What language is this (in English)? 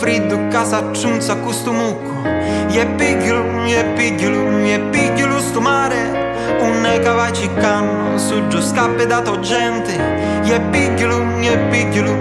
Sicilian